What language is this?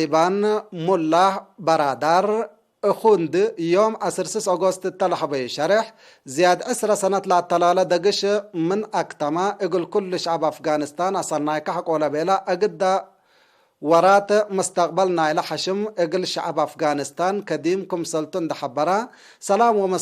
Tigre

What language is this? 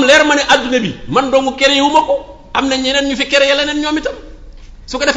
Wolof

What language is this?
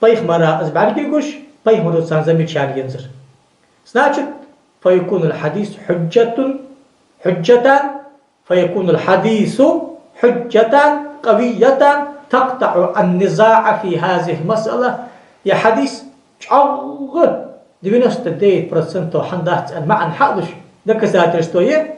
Ingush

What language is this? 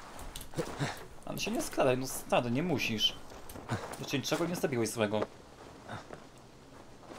Polish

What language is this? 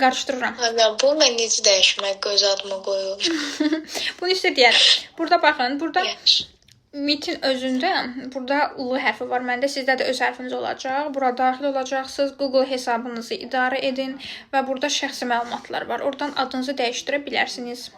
Azerbaijani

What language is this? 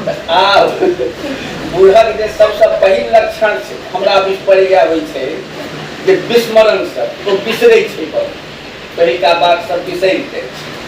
Maithili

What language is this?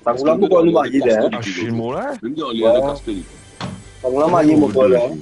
Morisyen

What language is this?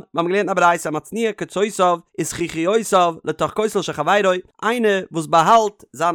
Yiddish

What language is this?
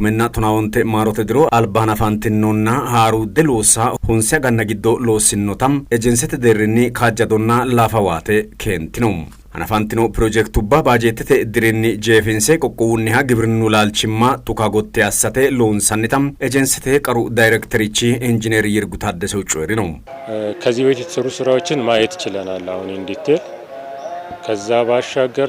Sidamo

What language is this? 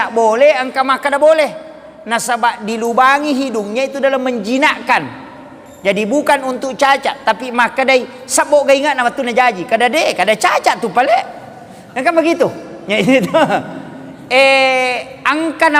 Buginese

